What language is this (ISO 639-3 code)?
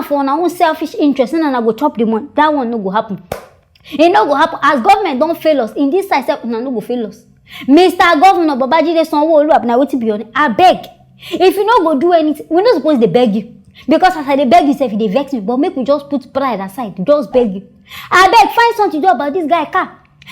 pcm